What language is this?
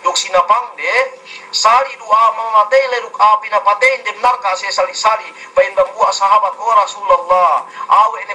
Yakan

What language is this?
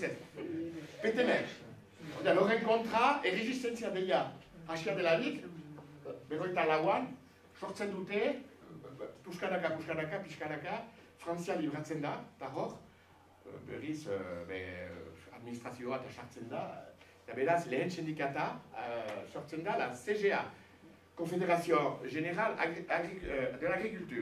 Basque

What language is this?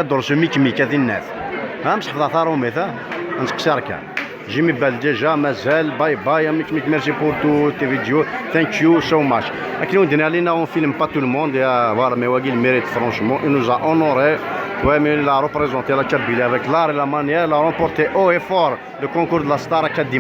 Kabyle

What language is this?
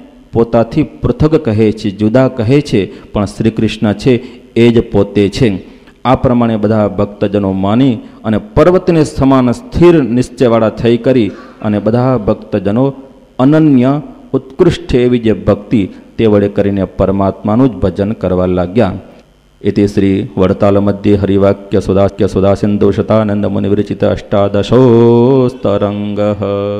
Gujarati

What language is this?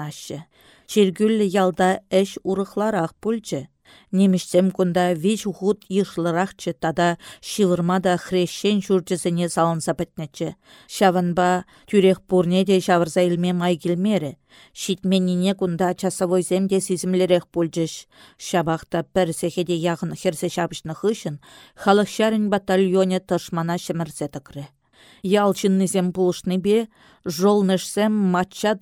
Chuvash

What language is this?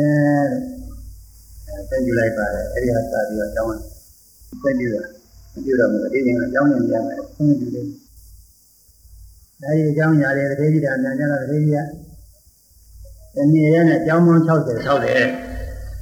Burmese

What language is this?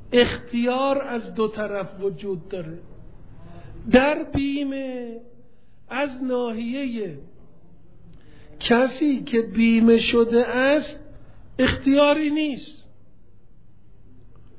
Persian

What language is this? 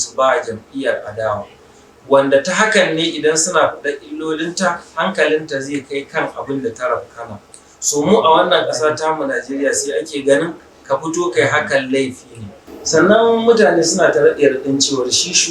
Hausa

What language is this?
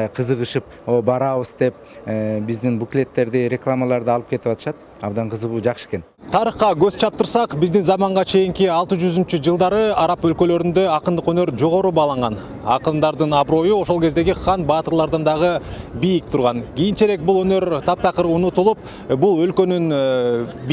Kyrgyz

